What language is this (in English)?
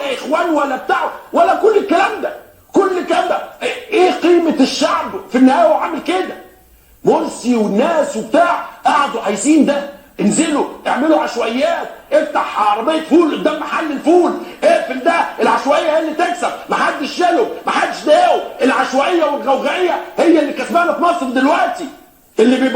Egyptian Arabic